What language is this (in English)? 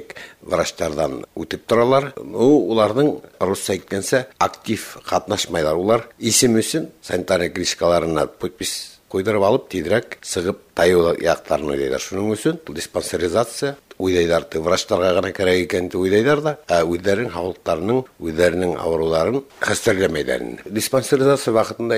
Bashkir